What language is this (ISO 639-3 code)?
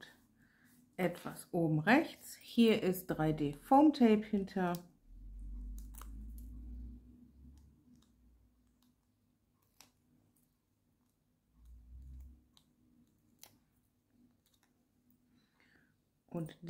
deu